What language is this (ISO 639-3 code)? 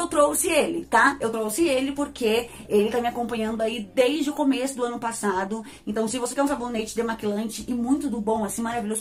por